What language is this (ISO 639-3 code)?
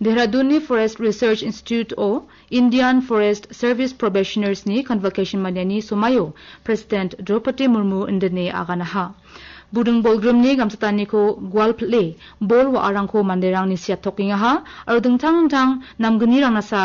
grt